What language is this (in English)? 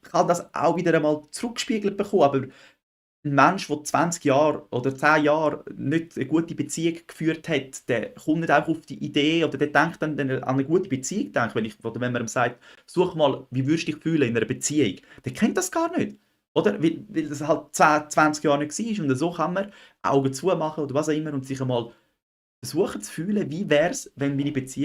Swiss German